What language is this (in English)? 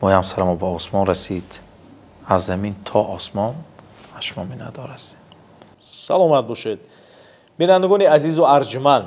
Tajik